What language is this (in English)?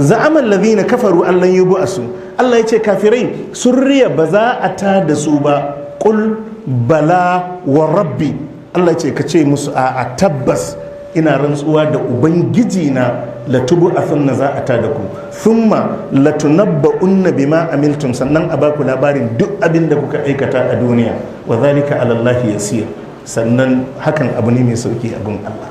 Hausa